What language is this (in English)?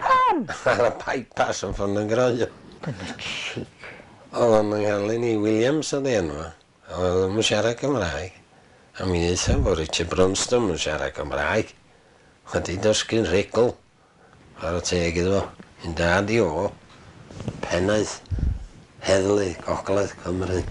Welsh